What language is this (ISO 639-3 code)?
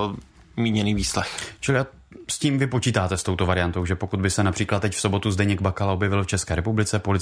ces